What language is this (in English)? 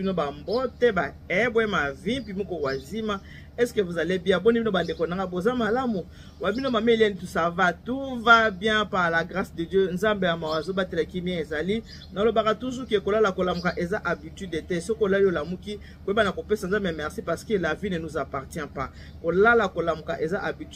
Lingala